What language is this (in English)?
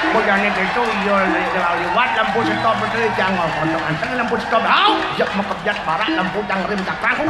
Balinese